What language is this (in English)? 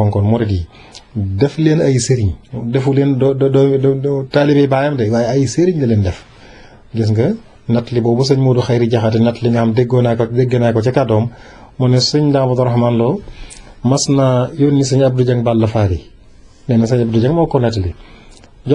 Wolof